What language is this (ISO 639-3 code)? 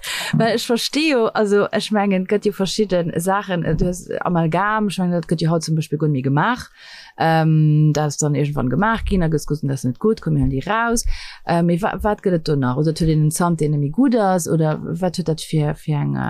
ltz